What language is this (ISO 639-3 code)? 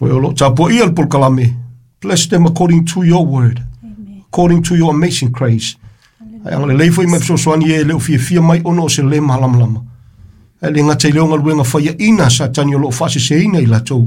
smo